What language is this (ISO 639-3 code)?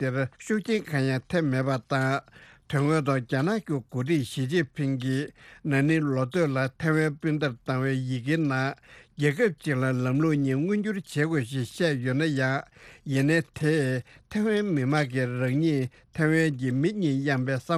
bod